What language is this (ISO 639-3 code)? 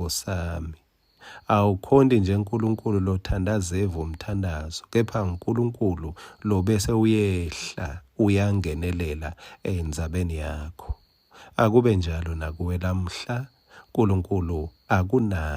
ssw